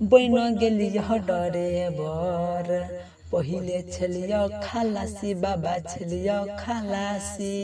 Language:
Maithili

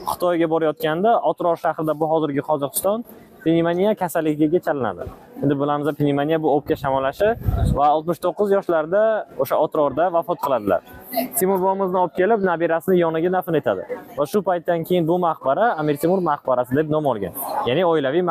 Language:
Uzbek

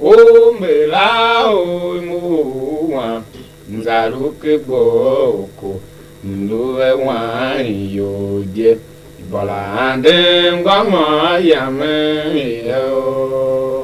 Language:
Tiv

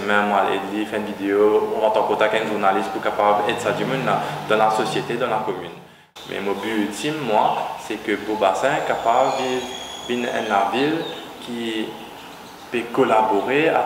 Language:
Morisyen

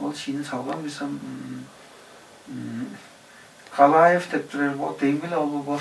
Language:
Tuvinian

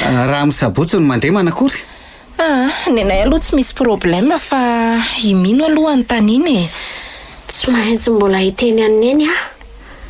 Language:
Malagasy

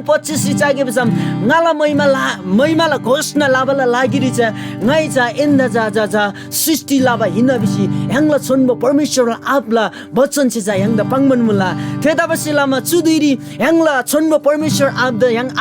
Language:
Eastern Tamang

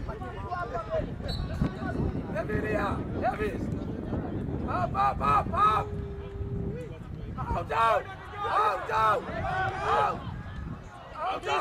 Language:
Swahili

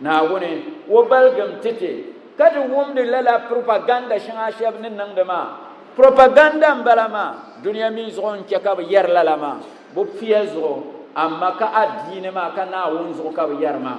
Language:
Dagbani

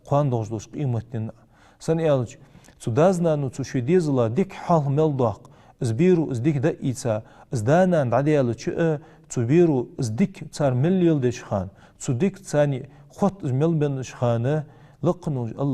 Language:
Ingush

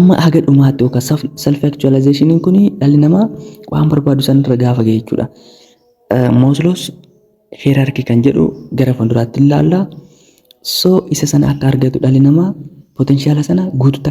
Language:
Oromo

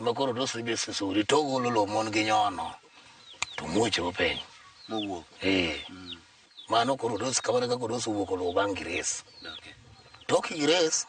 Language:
Luo (Kenya and Tanzania)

